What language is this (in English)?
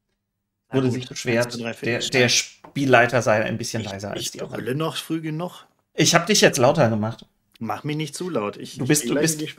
German